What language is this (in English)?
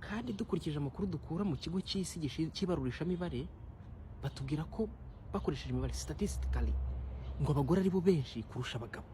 Kinyarwanda